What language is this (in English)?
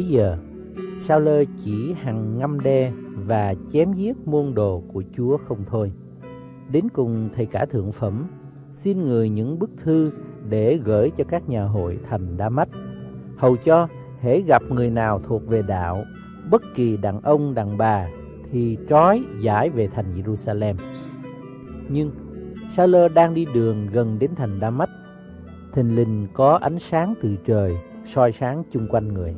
Vietnamese